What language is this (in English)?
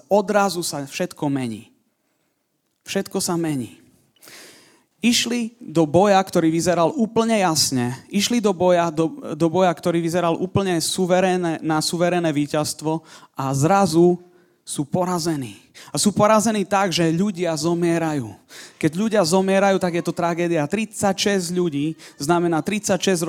Slovak